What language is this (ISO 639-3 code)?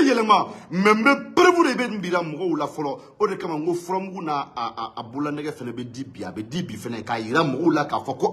bam